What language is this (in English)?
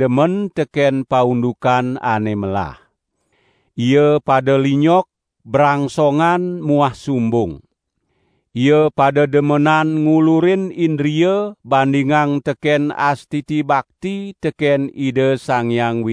Balinese